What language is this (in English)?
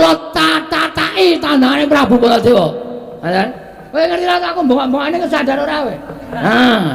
Javanese